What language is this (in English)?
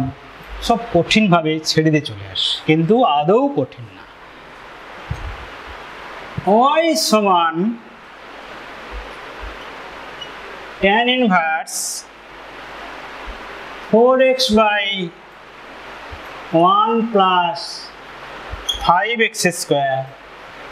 Bangla